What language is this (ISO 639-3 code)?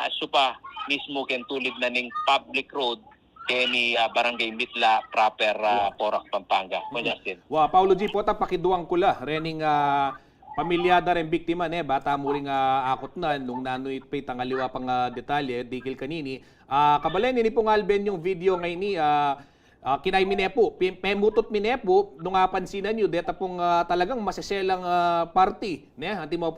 pam